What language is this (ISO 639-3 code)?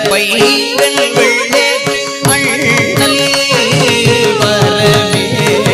tam